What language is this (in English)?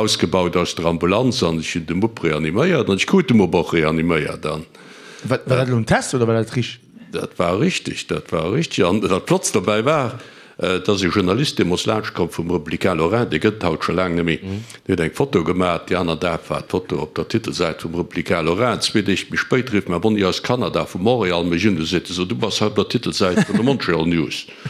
Luxembourgish